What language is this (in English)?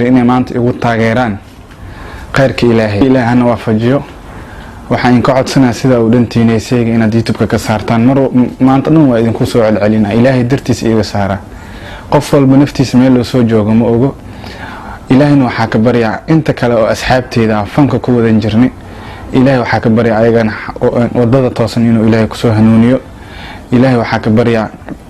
Somali